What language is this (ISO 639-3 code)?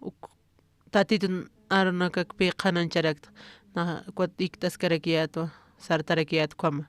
aym